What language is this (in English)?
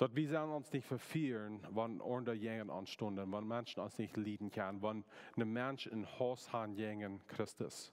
Plautdietsch